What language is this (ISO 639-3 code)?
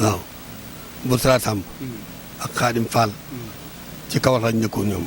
wol